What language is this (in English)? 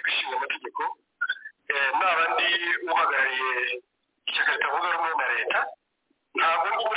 Kinyarwanda